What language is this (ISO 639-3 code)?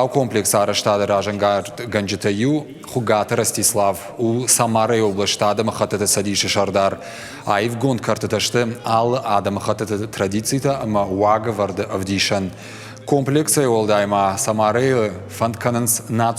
oss